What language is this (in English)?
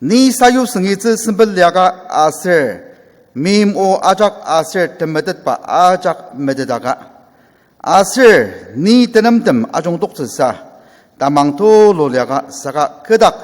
Ao Naga